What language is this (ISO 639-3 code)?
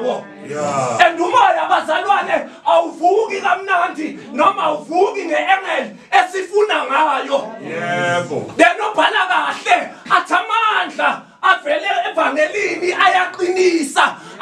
zul